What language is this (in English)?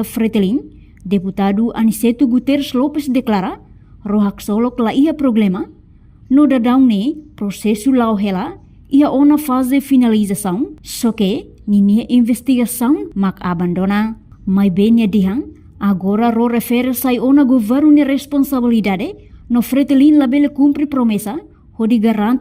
Tetum